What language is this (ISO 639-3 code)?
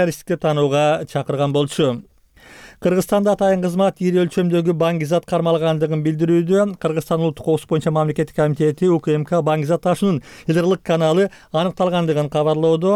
kir